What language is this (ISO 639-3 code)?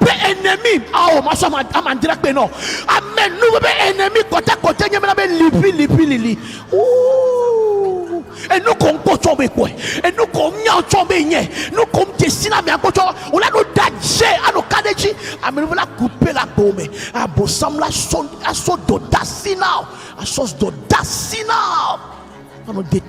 ewe